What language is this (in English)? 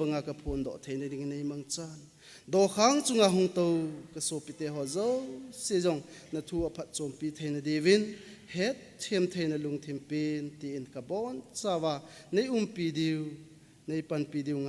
Thado Chin